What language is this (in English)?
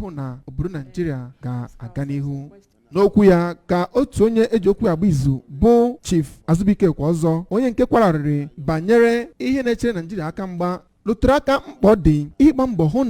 Igbo